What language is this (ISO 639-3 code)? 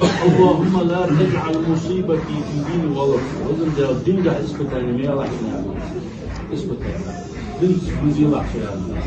inh